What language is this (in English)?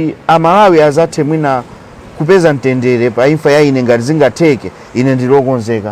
Nyanja